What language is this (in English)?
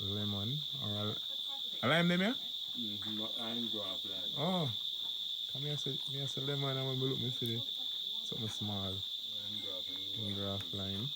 Jamaican Creole English